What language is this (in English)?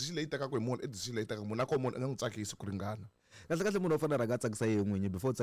Tsonga